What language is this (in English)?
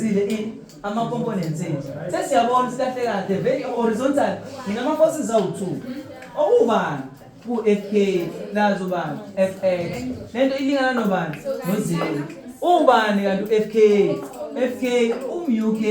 Zulu